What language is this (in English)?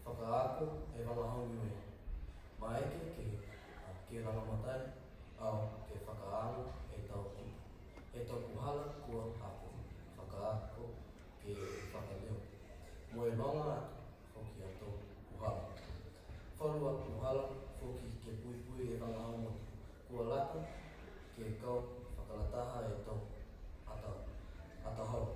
Niuean